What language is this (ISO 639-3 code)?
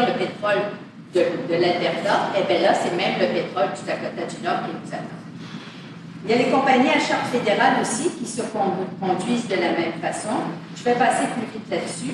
fra